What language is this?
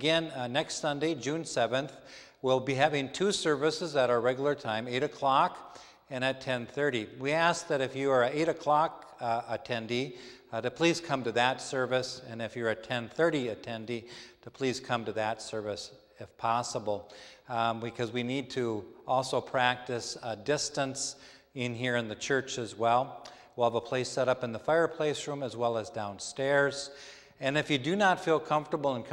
English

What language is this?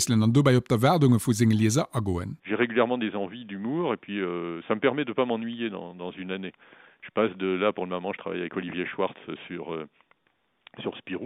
Luxembourgish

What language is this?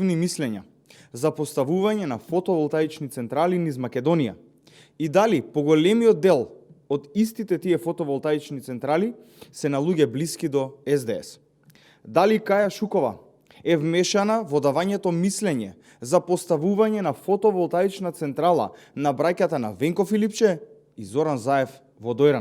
Macedonian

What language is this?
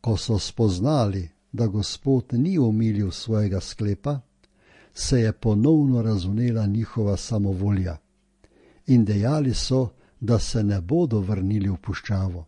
Slovenian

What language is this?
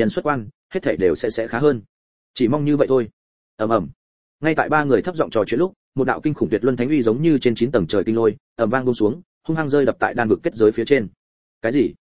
Vietnamese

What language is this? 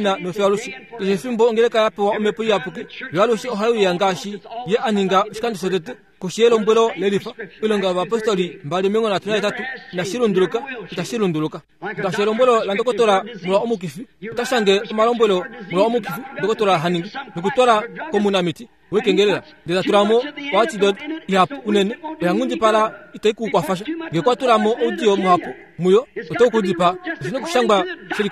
Kuanyama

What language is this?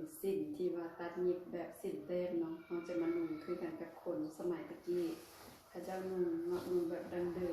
Lao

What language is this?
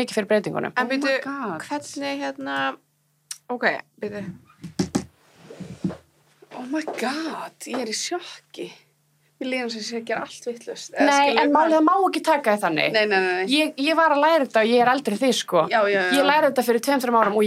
Icelandic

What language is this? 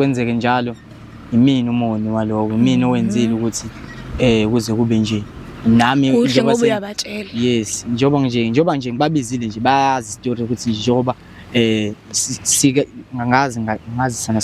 Zulu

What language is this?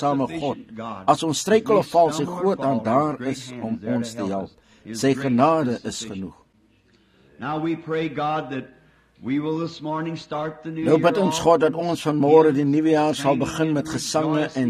Afrikaans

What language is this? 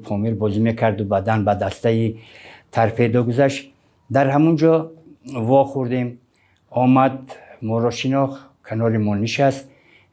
Tajik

